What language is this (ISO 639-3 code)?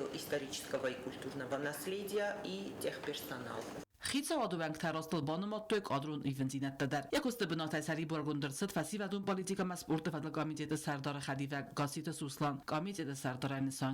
oss